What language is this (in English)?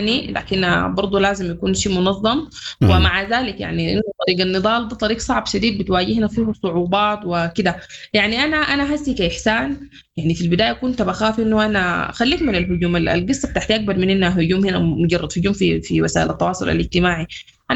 Sudanese Arabic